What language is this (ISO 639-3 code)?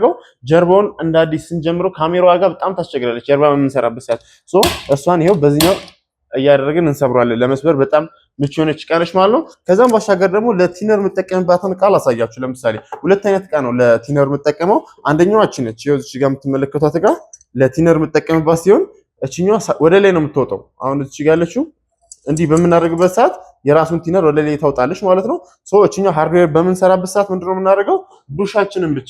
amh